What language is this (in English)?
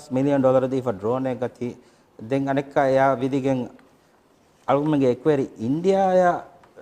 Divehi